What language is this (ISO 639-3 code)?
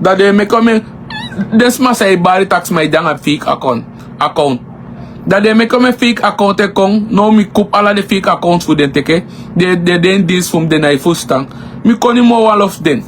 srn